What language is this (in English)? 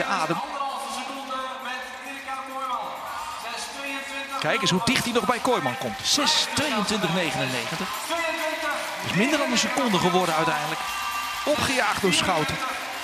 Dutch